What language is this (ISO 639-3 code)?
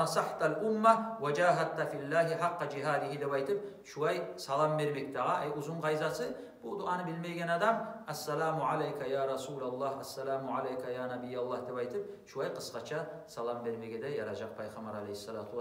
kum